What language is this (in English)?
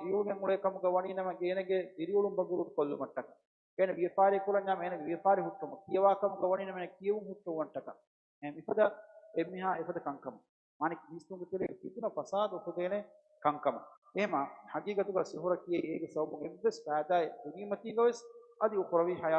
Divehi